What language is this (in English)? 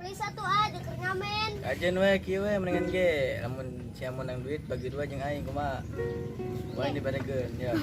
Sundanese